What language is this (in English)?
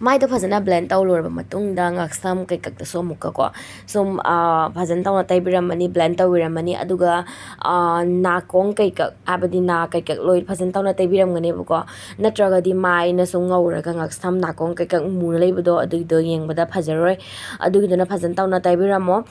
Manipuri